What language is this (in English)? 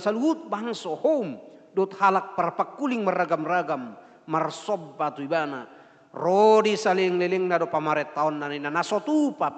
Batak Toba